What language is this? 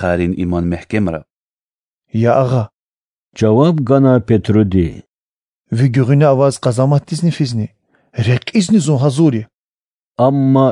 Lezghian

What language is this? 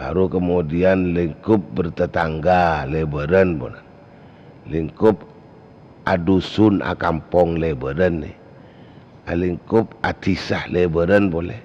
Madurese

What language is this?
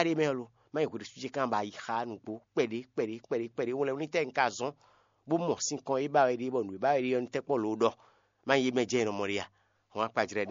Fon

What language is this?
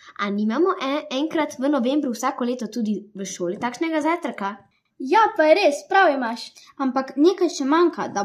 Slovenian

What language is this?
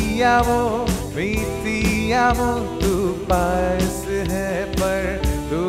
Telugu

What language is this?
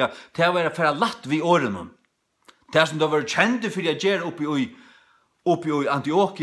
Faroese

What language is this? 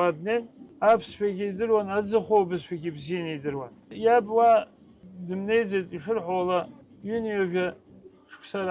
Abkhazian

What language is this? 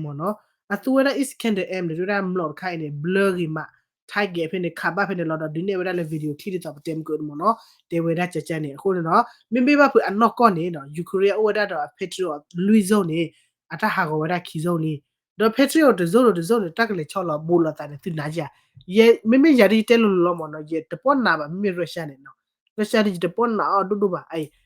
S'gaw Karen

